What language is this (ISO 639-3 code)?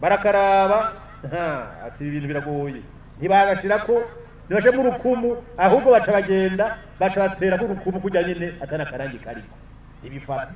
run